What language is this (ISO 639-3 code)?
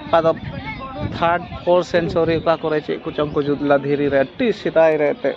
sat